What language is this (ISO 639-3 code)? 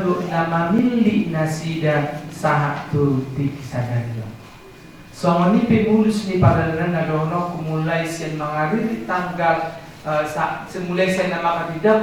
bbc